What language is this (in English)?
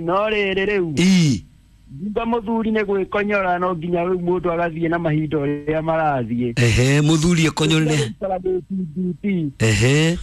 Kikuyu